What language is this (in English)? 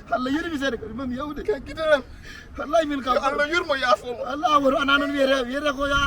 Fula